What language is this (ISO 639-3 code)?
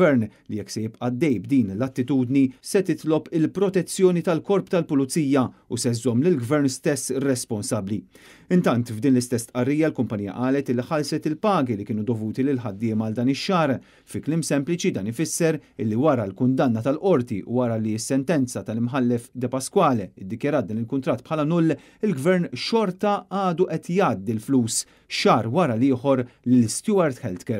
mlt